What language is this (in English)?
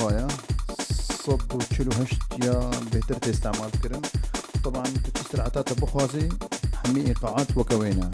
Kurdish